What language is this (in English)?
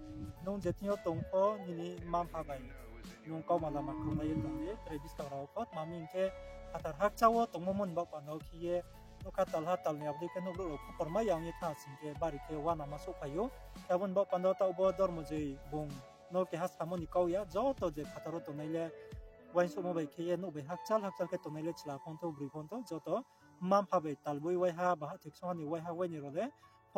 Riang (India)